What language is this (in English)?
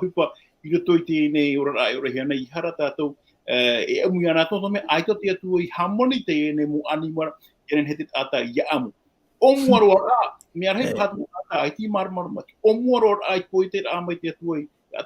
Tahitian